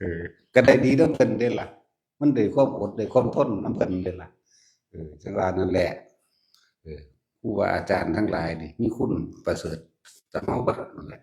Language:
Northeastern Thai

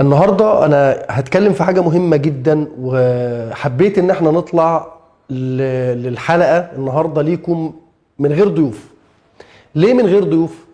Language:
Egyptian Arabic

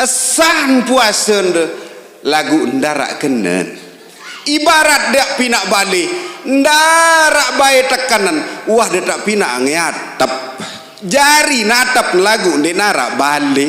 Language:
Sasak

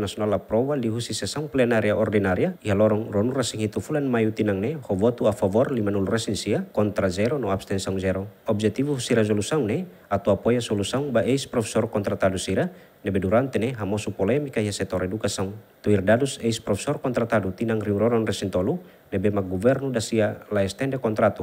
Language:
Tetum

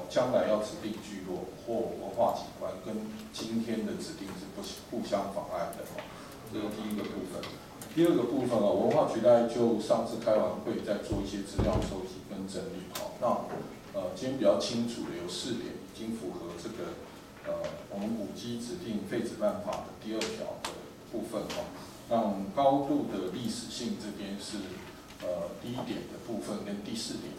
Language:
Chinese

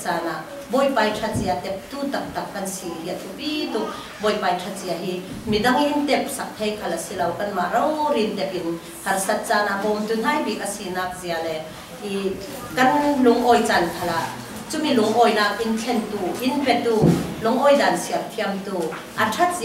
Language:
Falam Chin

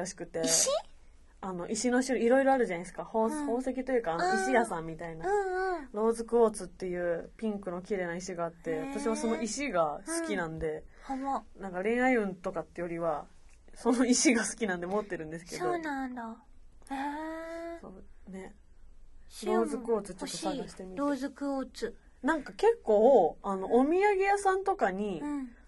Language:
Japanese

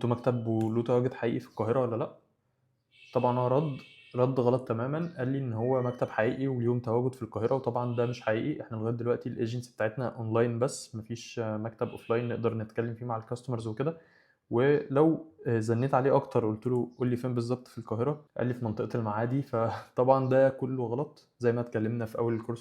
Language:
Egyptian Arabic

